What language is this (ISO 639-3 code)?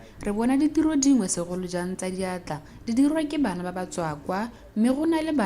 tsn